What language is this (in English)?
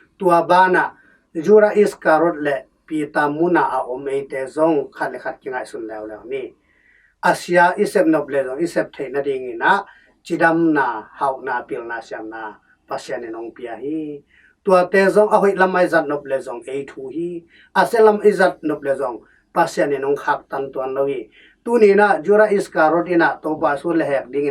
Tedim Chin